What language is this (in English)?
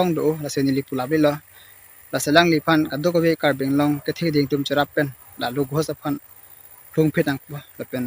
Karbi